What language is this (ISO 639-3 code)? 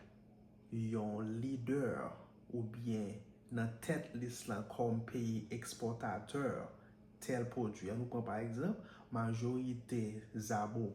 hat